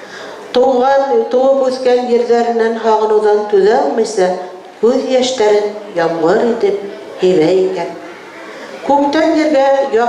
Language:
Bashkir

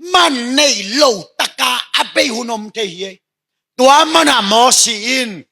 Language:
Tedim Chin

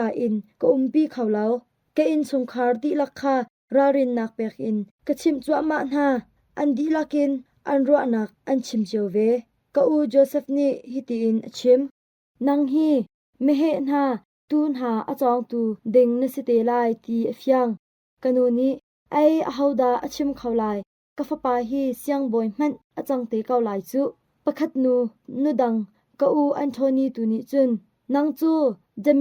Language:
Hakha Chin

